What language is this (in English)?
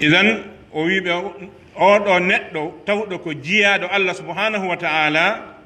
Pular